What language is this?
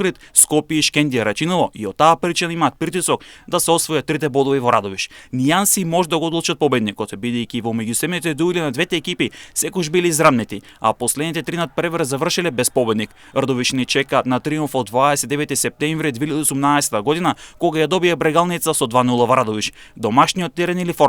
Macedonian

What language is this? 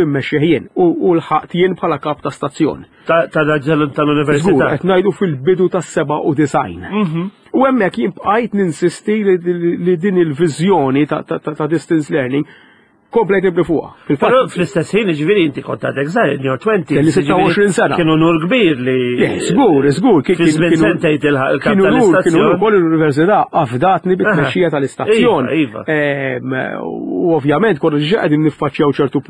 Maltese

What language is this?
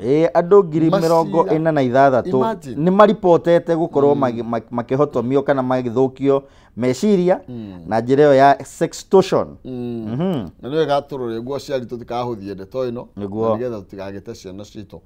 Kikuyu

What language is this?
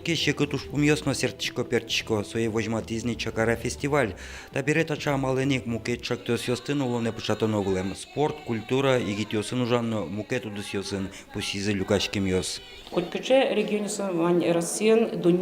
Udmurt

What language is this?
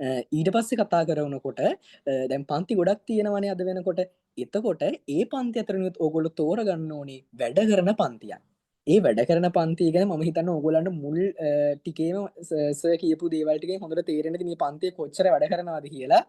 Sinhala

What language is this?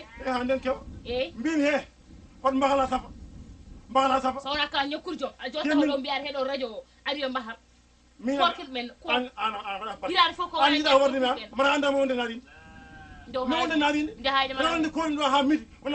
Fula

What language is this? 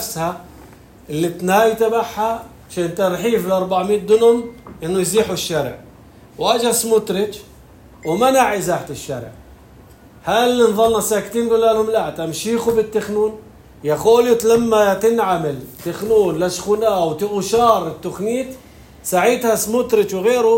North Levantine Arabic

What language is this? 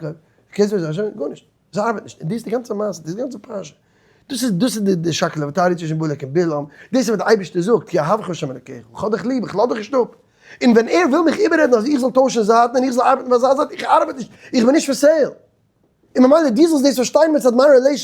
Yiddish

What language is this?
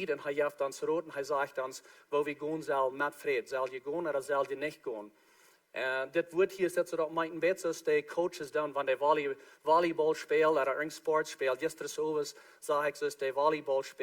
Plautdietsch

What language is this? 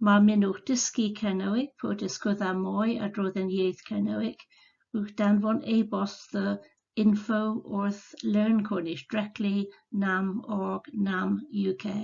Cornish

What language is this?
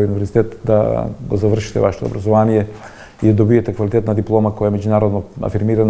Macedonian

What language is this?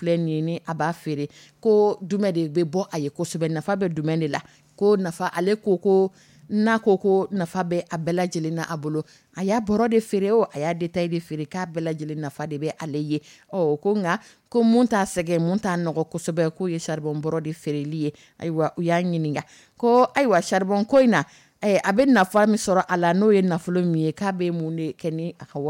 Dyula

